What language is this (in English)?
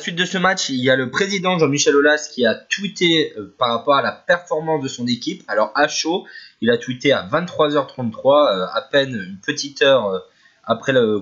French